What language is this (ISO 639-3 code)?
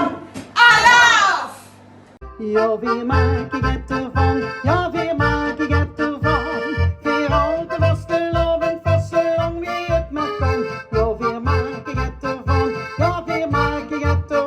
lim